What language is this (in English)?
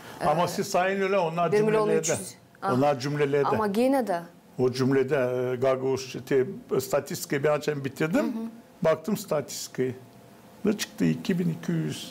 Gagauz